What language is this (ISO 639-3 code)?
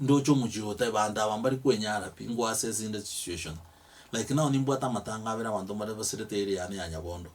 guz